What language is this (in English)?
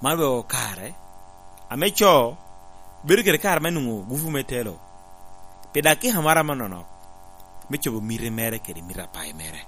Lango (Uganda)